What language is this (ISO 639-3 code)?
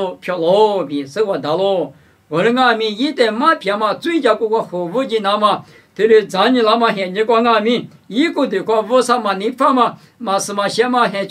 lis